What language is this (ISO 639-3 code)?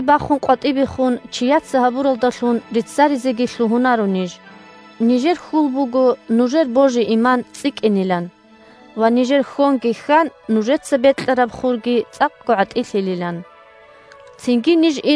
ava